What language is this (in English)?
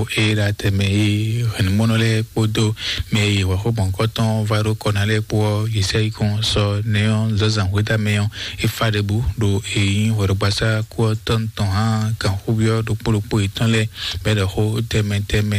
Fon